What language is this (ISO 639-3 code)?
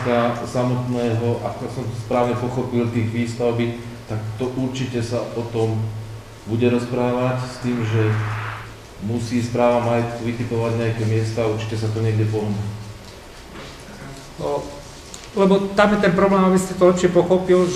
slk